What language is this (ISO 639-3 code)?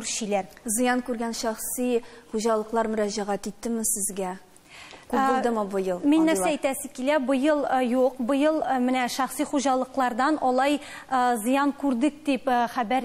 tat